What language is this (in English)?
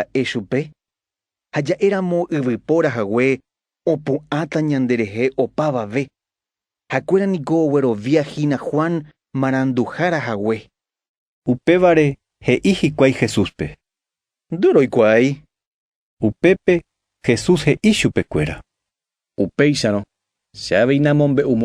Guarani